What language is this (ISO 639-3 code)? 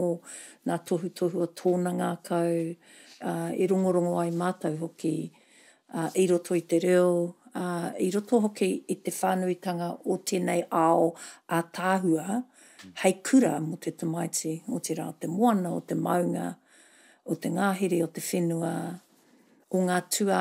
mri